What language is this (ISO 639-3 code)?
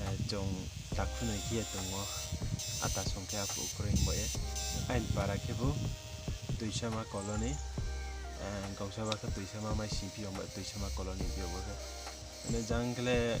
ria